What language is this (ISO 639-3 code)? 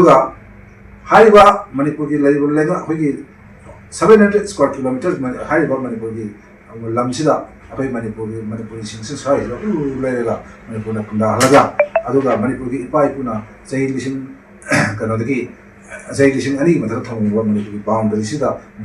mni